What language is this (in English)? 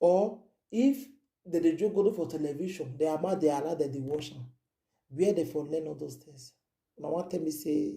Nigerian Pidgin